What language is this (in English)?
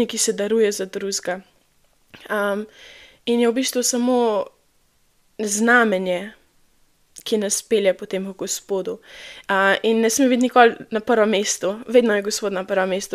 Slovenian